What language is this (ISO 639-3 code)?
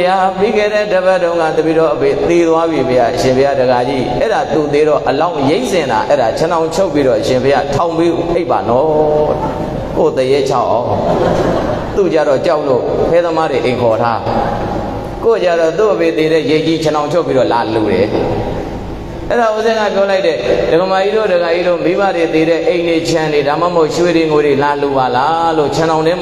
mya